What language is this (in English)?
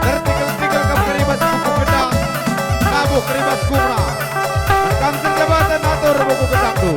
Batak Karo